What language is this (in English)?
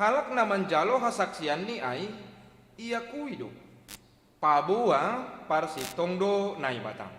Batak Simalungun